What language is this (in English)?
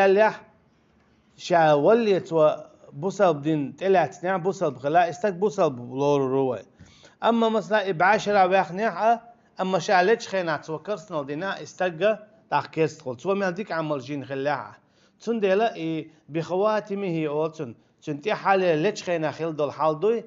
Chechen